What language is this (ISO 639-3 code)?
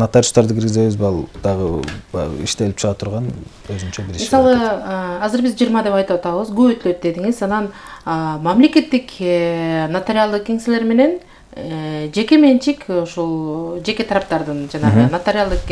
kir